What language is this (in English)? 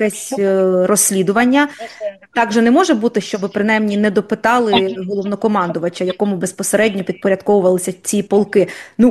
Ukrainian